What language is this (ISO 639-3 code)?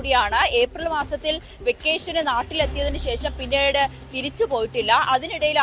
mal